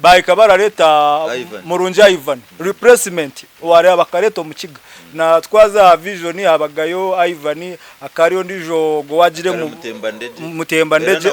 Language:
Nyankole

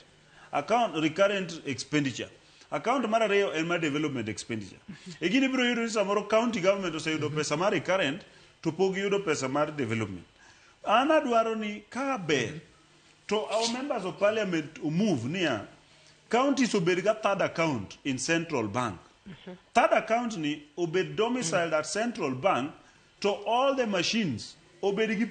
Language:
Luo (Kenya and Tanzania)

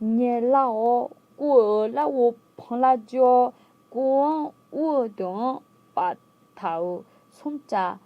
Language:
Akha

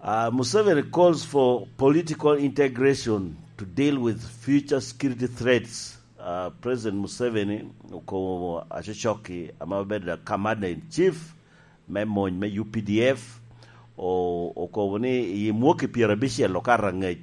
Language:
Lango (Uganda)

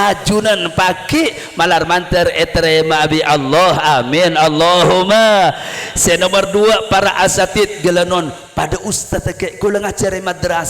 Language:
Madurese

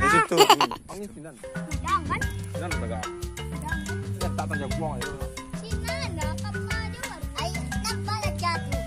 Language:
Minangkabau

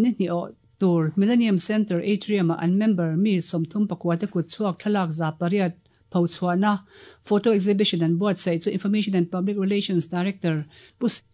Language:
Mizo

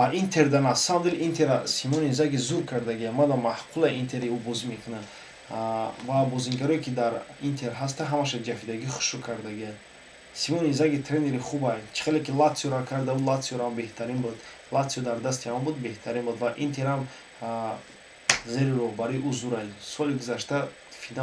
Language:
Tajik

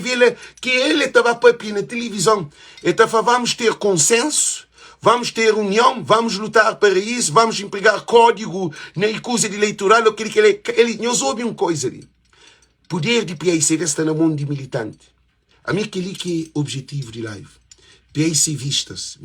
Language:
Kabuverdianu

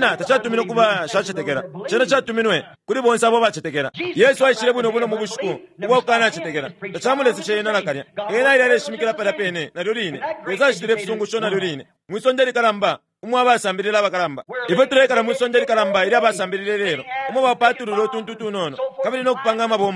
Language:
Bemba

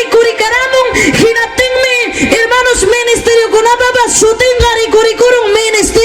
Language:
Ayacucho Quechua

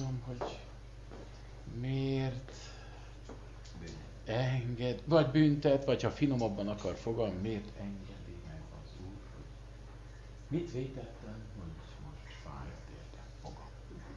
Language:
Hungarian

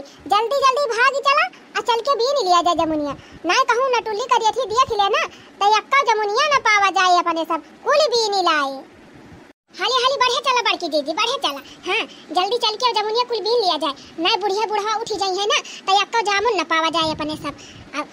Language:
Awadhi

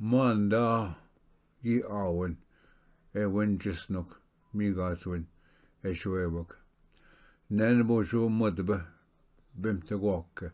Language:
Ojibwa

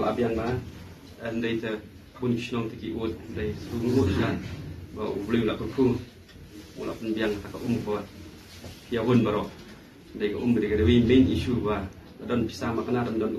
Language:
Khasi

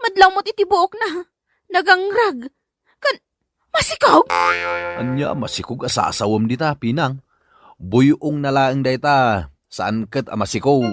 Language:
Iloko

